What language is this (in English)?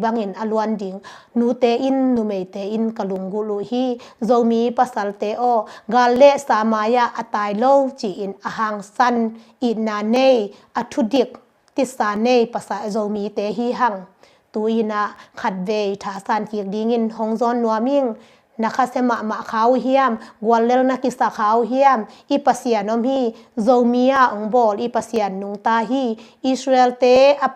Tedim Chin